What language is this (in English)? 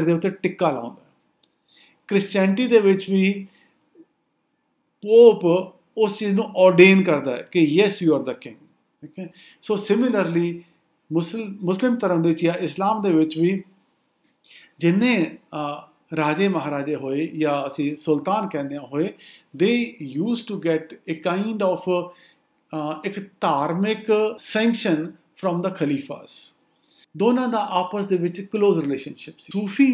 Punjabi